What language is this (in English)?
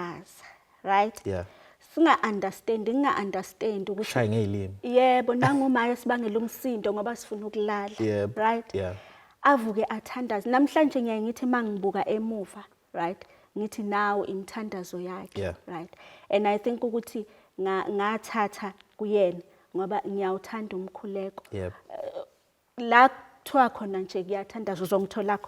Zulu